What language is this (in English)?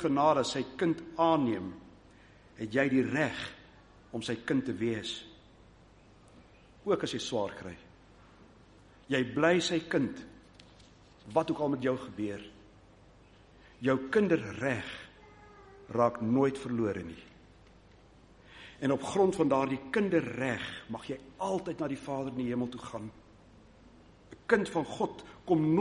Afrikaans